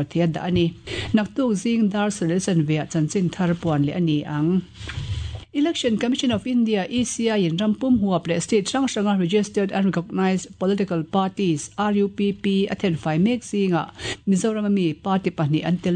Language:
Mizo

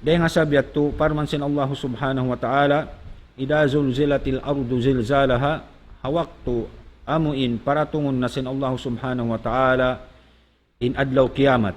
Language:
Tausug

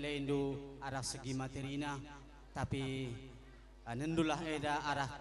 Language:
Batak Karo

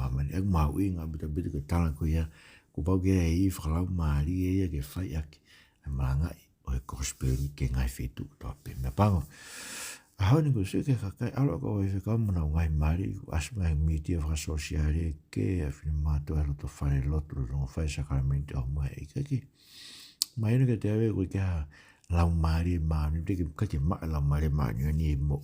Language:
Tongan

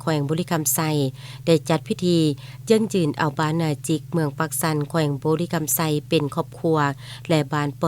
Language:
Lao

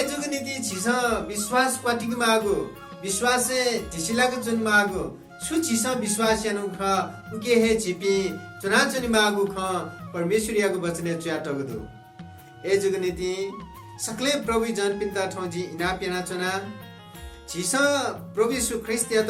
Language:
Newari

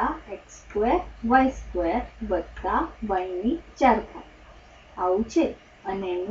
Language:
Gujarati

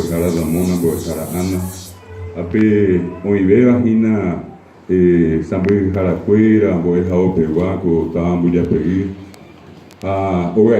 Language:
Guarani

